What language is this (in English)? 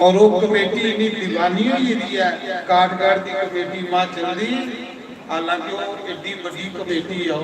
Dogri